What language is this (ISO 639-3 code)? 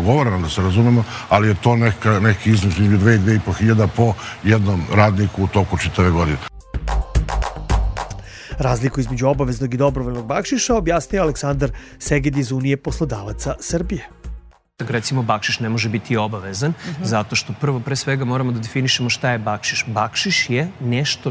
srp